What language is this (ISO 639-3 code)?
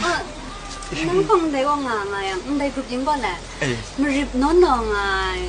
kac